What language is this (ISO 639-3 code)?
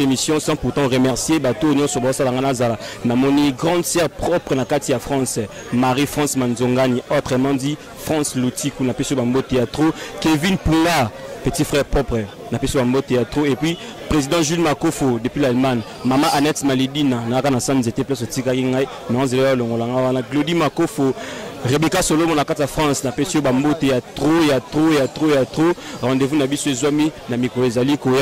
lin